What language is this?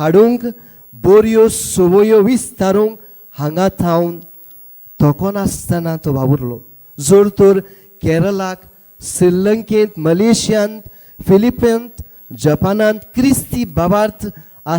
Konkani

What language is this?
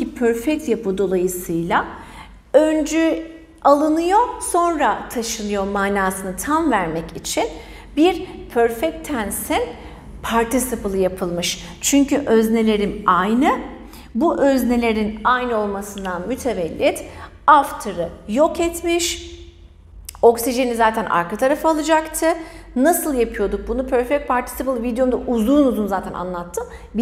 Turkish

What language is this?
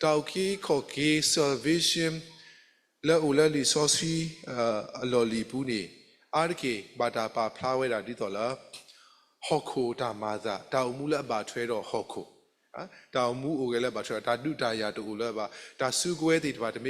S'gaw Karen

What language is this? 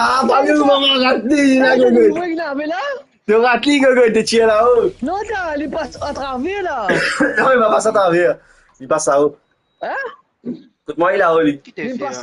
Morisyen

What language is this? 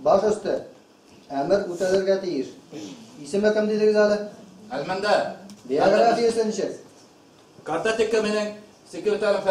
Bashkir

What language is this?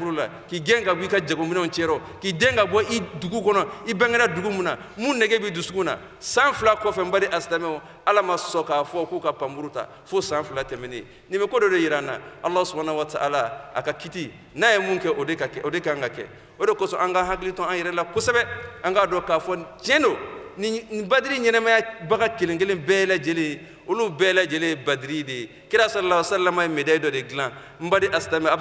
Bambara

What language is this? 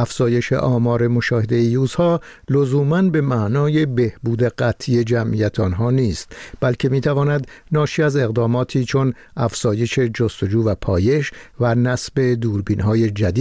Persian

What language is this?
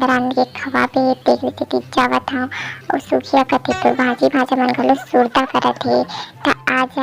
Chhattisgarhi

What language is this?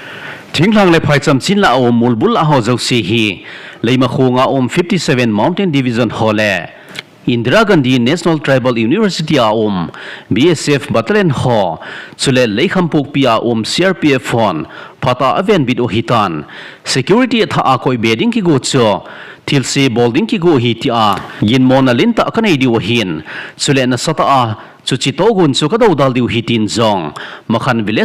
Thado Chin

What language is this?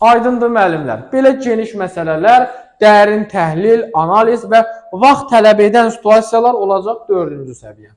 Azerbaijani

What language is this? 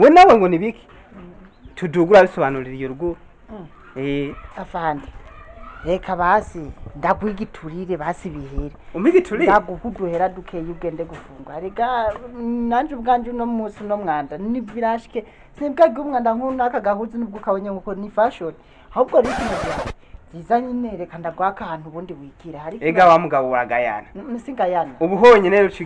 Rundi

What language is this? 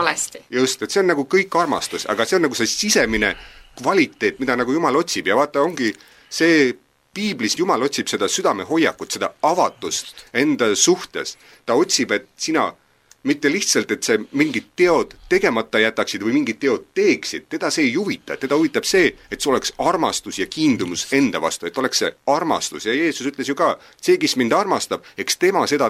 Estonian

